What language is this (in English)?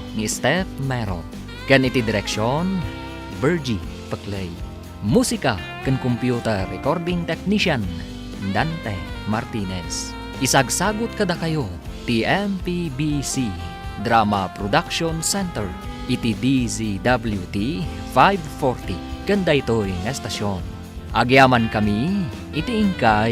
Iloko